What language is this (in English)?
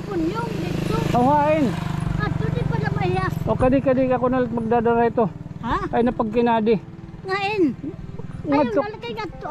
Waray